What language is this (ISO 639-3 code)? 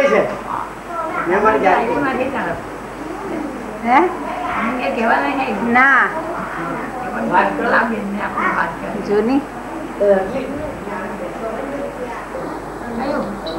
guj